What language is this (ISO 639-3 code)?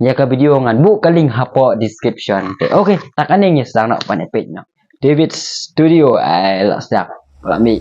kha